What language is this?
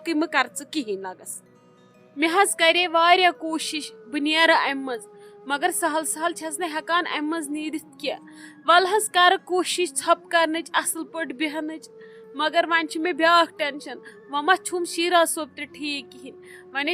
Kashmiri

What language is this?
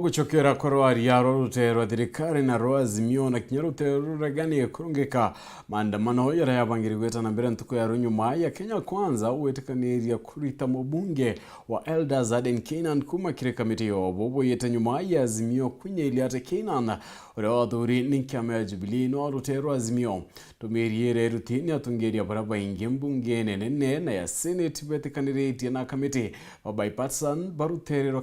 Meru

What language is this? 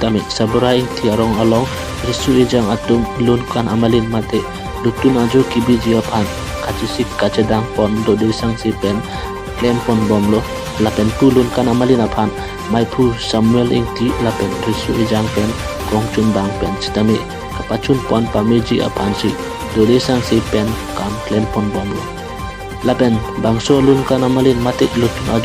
Karbi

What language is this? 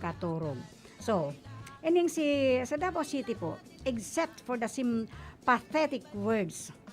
Bikol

